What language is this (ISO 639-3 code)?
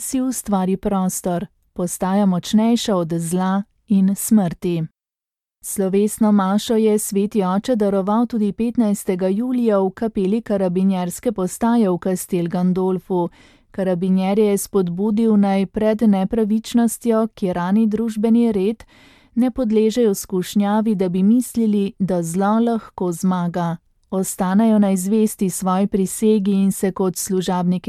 slv